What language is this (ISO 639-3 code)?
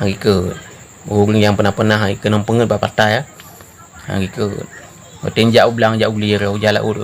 ace